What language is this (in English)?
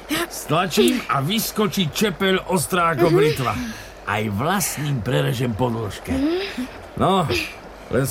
Slovak